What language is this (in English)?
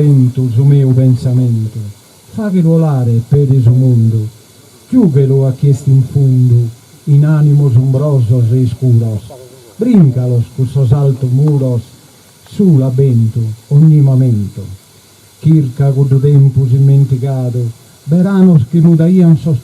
Sardinian